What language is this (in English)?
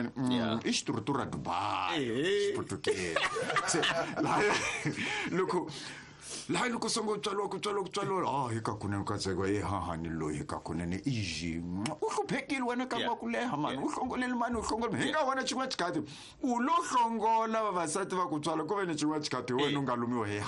Tsonga